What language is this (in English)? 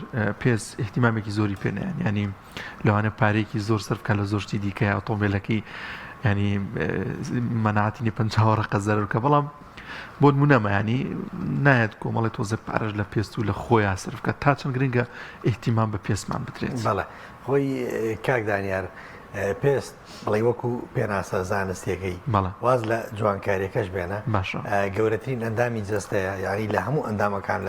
Central Kurdish